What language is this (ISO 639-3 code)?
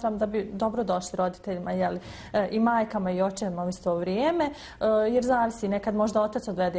bos